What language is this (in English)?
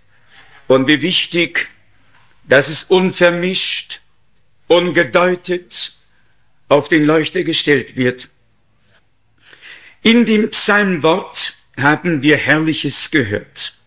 German